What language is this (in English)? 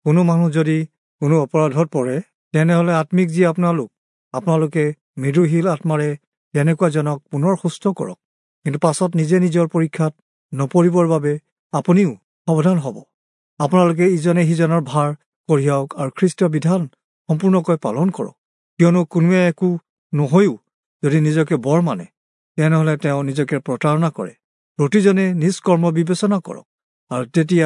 Assamese